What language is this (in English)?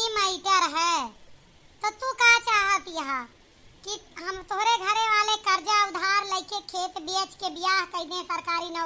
Awadhi